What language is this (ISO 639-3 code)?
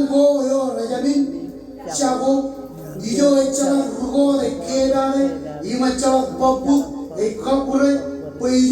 mah